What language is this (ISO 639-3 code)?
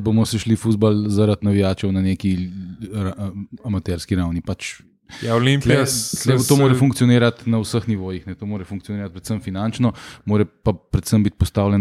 slv